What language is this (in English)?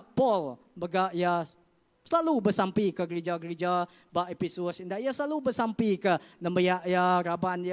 Iban